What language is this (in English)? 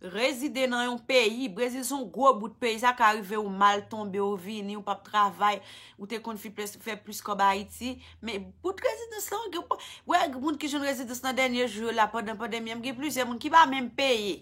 Haitian Creole